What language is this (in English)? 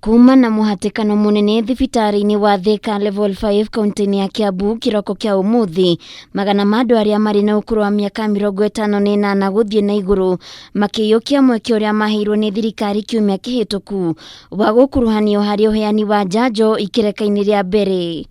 Kikuyu